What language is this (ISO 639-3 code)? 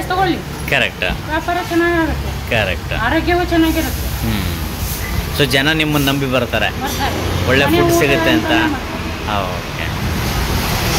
kan